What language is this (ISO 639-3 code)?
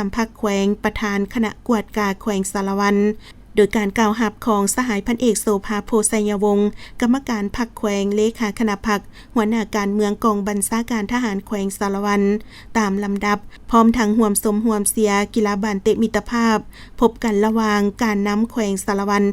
lao